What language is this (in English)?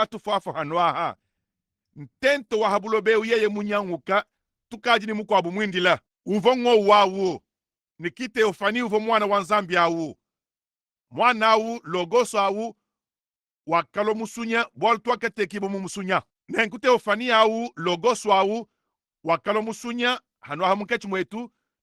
Luba-Lulua